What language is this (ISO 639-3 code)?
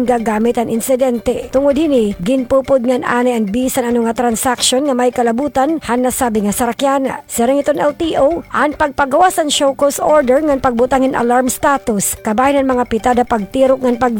war